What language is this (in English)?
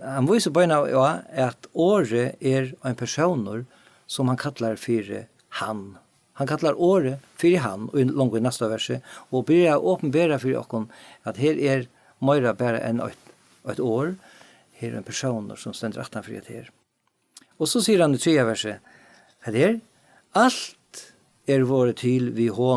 Faroese